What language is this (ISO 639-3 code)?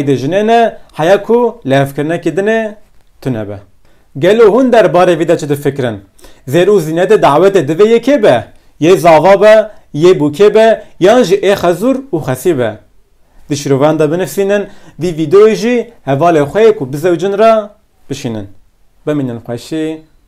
kur